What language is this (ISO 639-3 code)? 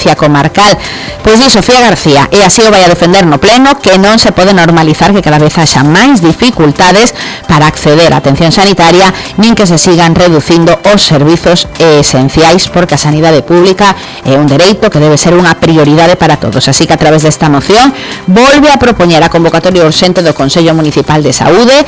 glg